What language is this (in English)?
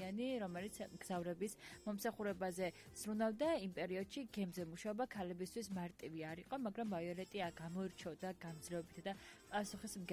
Georgian